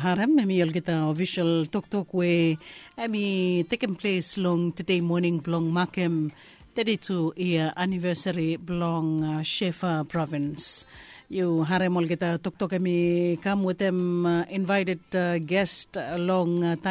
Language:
Bislama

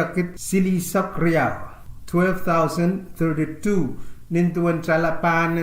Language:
Pohnpeian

